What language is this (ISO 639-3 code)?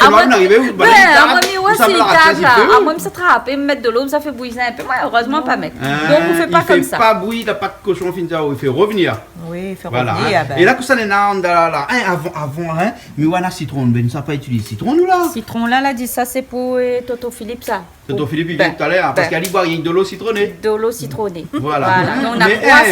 rcf